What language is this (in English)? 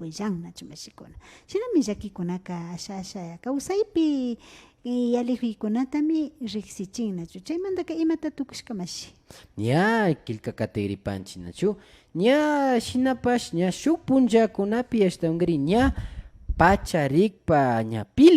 Imbabura Highland Quichua